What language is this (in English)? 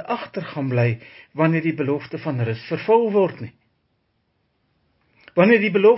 Afrikaans